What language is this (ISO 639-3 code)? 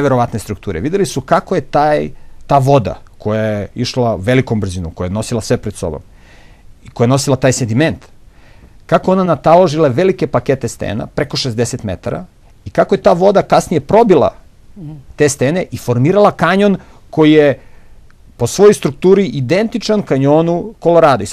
srp